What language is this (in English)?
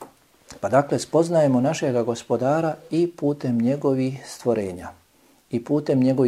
Bosnian